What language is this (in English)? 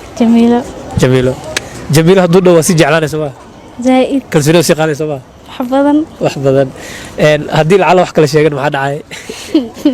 Somali